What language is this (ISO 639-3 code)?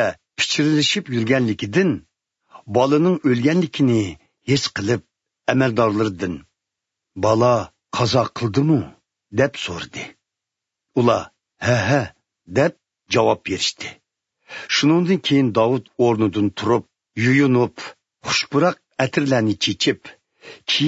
uig